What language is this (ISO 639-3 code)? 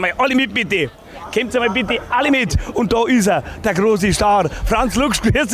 bar